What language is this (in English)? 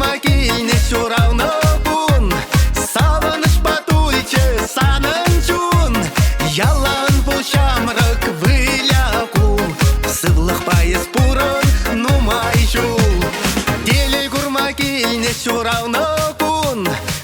Chuvash